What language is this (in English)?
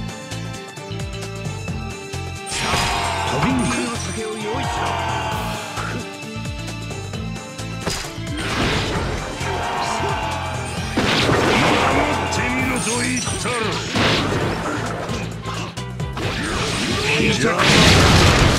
Japanese